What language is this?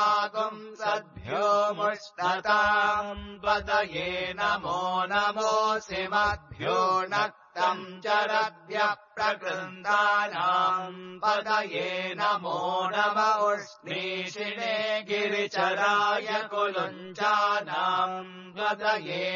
Sanskrit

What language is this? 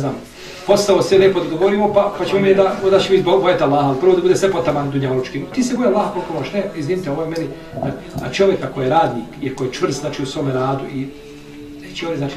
Bosnian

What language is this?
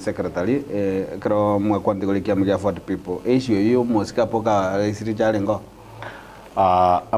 Gusii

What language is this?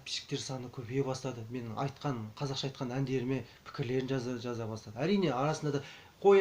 Kazakh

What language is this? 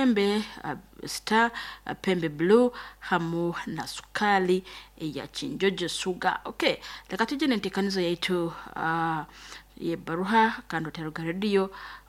Nyoro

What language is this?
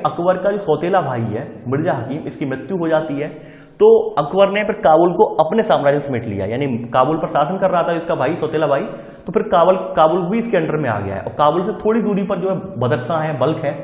Hindi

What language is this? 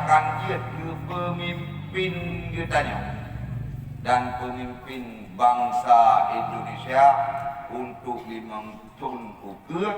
Achinese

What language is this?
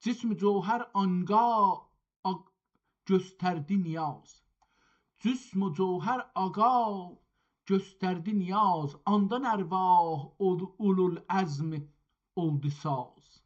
South Azerbaijani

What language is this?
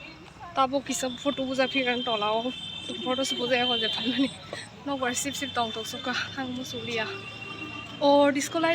Kok Borok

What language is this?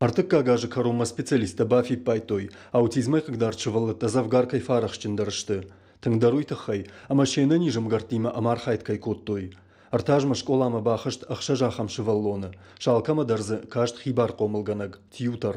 Ossetic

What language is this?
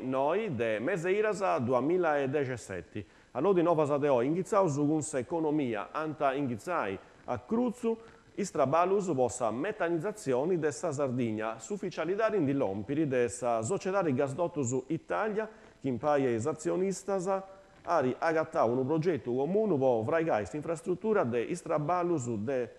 Sardinian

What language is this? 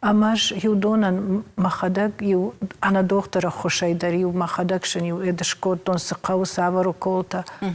Ossetic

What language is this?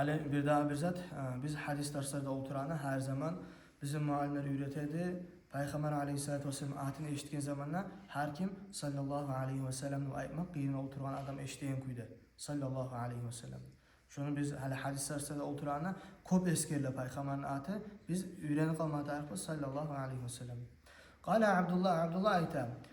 Kumyk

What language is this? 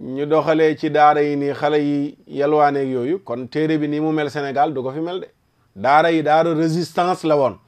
Wolof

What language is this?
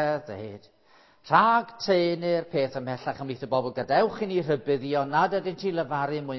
Welsh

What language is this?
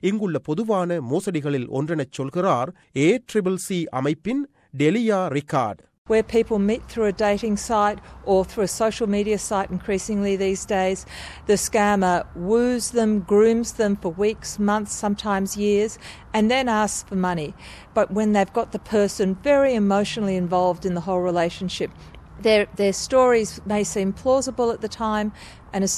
Tamil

